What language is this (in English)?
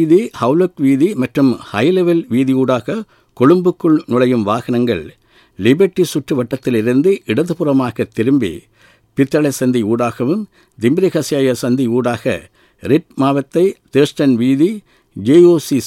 Tamil